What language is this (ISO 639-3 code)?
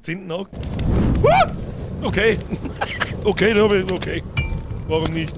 bar